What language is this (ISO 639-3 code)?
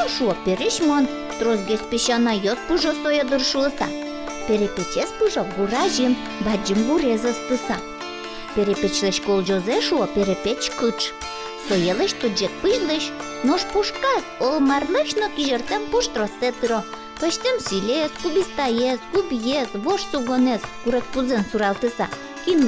udm